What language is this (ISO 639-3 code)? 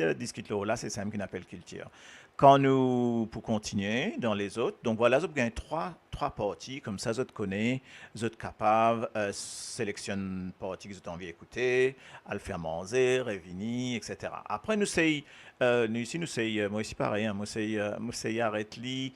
mfe